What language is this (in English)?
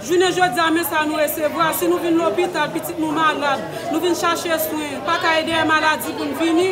Haitian Creole